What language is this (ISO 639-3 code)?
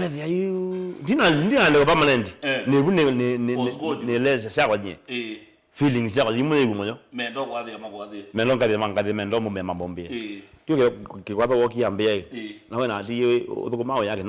kam